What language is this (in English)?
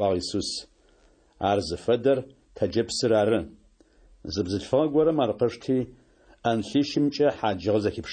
Adyghe